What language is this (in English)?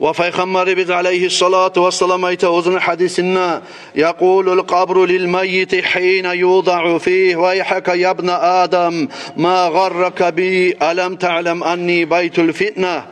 Kumyk